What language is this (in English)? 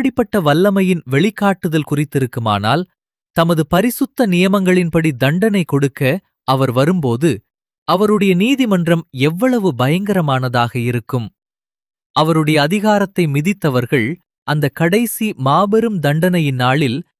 Tamil